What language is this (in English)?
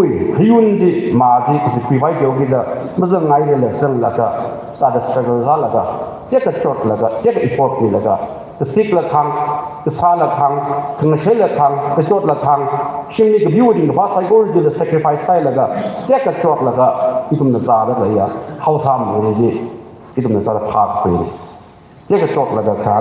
Tangkhul Naga (India)